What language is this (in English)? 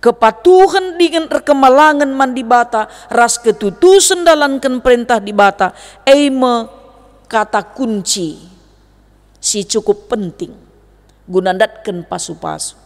Batak Karo